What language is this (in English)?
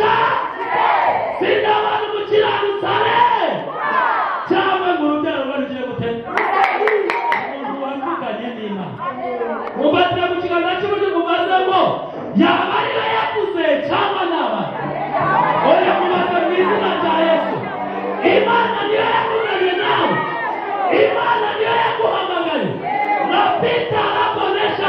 Kinyarwanda